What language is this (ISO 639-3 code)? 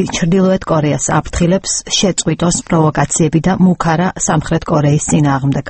kat